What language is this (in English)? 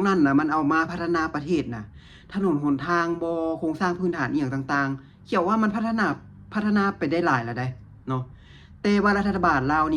Lao